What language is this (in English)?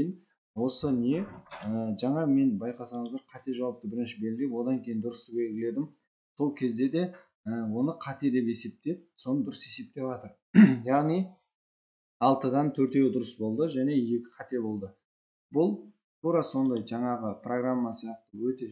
Kazakh